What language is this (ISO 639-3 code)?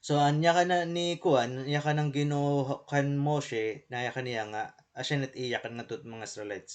war